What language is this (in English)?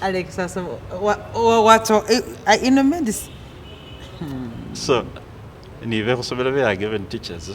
Masaaba